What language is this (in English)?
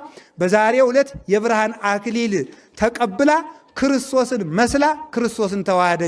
Amharic